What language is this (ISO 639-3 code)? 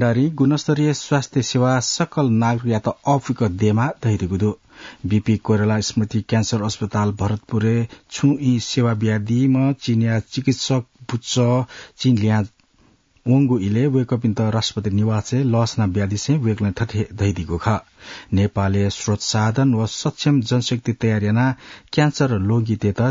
new